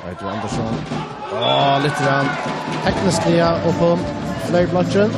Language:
Faroese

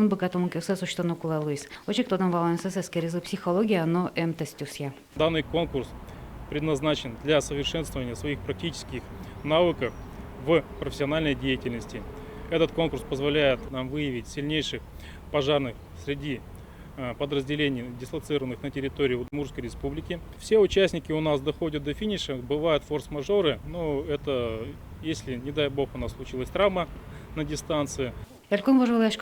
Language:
Udmurt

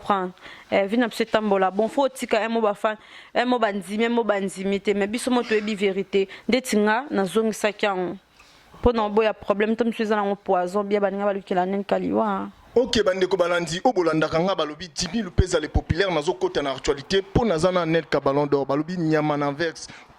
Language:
Lingala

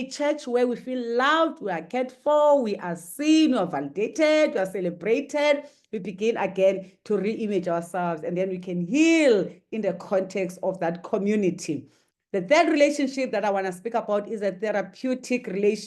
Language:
English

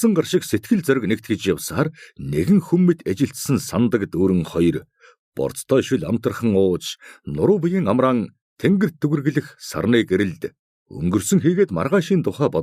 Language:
Mongolian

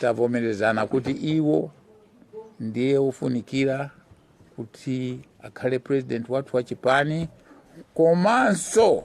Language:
Nyanja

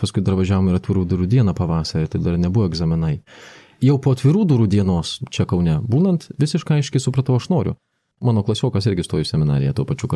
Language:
Lithuanian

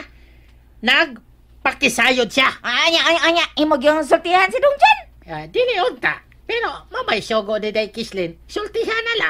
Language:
Cebuano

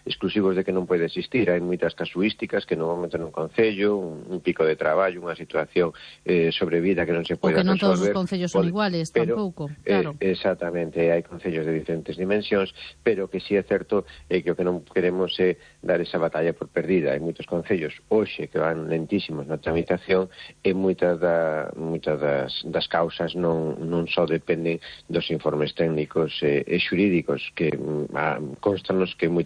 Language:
Galician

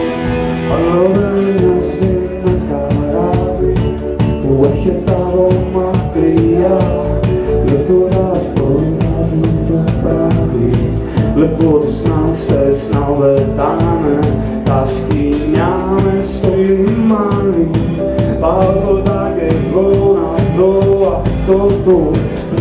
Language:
Greek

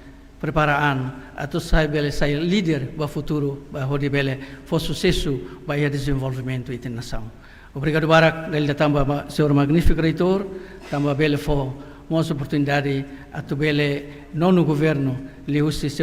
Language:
Tetum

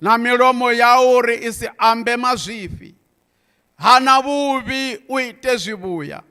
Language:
Venda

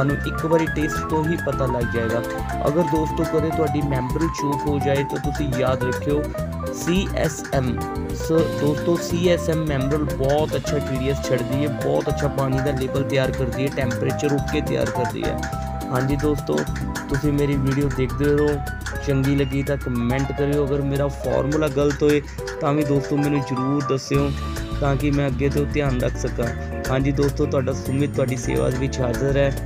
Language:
Punjabi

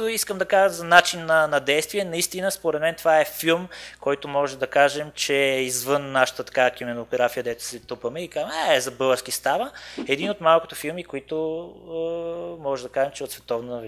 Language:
Bulgarian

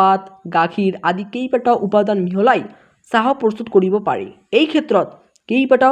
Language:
Assamese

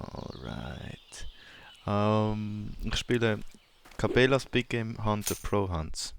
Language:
Swiss German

